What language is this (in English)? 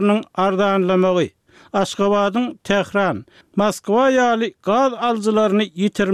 Turkmen